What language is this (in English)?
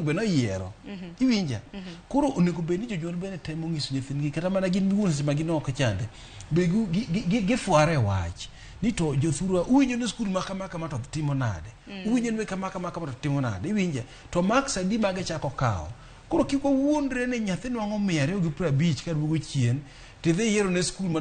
Luo (Kenya and Tanzania)